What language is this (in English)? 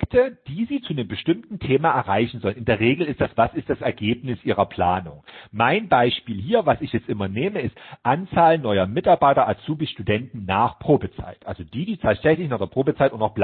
German